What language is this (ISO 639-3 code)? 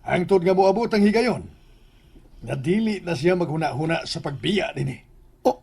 ceb